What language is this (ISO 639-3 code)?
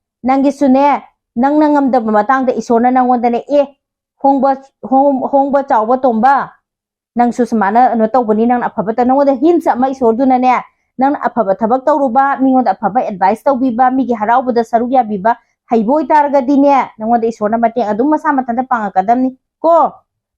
mni